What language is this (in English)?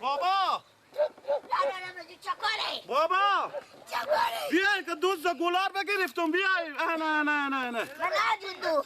Persian